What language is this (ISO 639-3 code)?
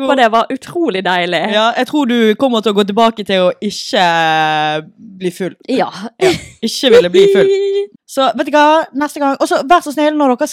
nor